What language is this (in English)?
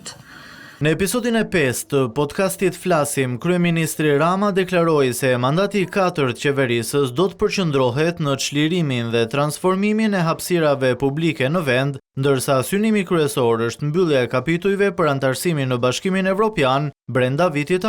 Albanian